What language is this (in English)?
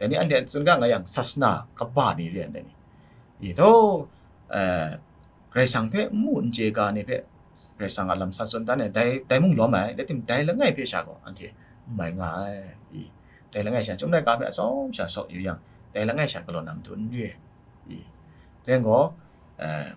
Kachin